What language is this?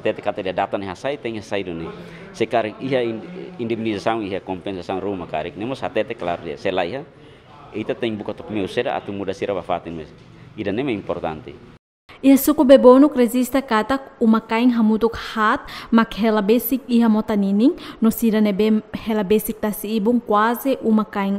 Tetum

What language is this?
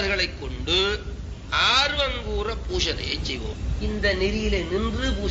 Tamil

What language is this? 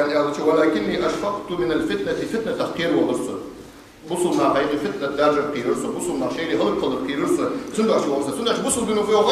Ingush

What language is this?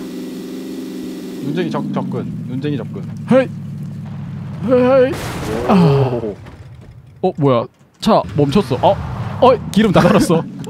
Korean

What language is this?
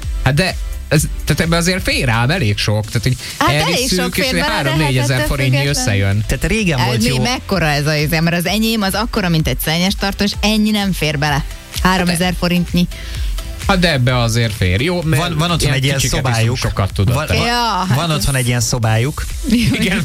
Hungarian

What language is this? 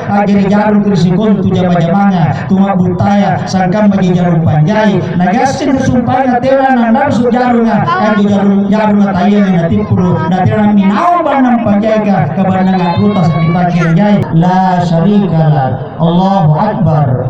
Makasar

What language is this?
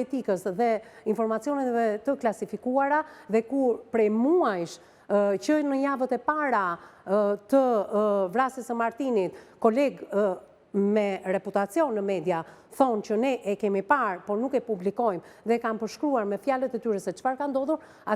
Albanian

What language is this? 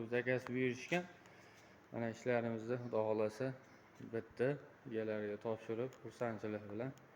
Uzbek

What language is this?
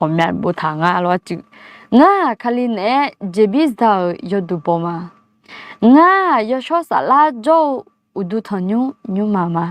Akha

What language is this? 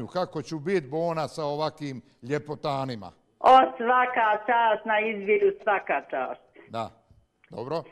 Bosnian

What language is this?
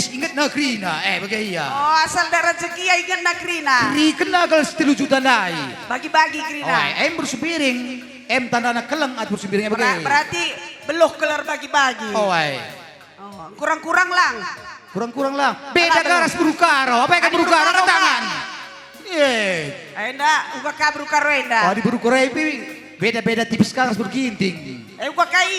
Batak Karo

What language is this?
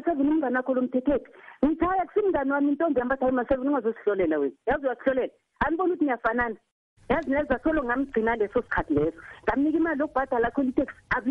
South Ndebele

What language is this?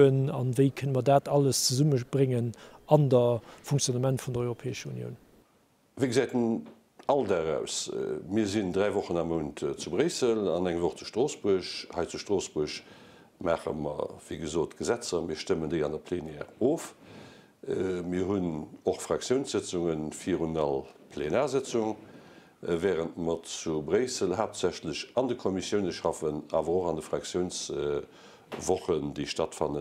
Luxembourgish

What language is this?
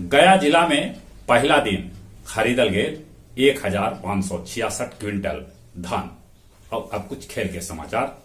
Magahi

